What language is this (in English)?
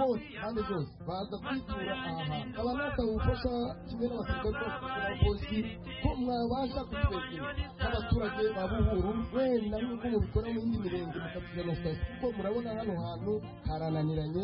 Kinyarwanda